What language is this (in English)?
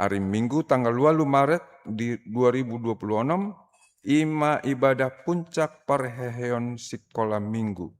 Batak Toba